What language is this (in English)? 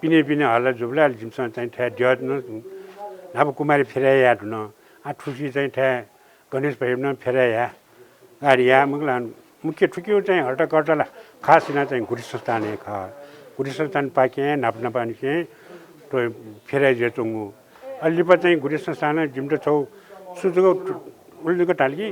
Newari